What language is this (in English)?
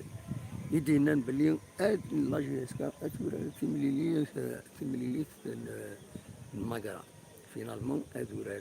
Kabyle